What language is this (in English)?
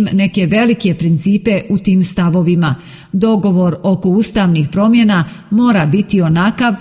Croatian